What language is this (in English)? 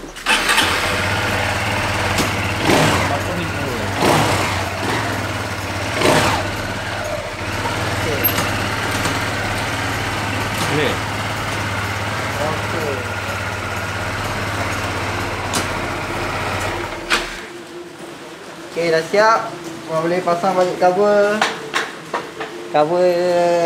Malay